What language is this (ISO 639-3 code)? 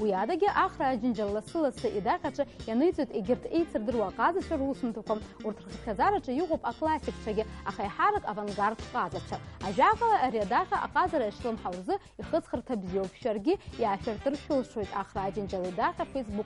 abk